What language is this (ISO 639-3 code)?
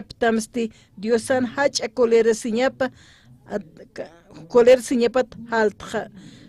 aym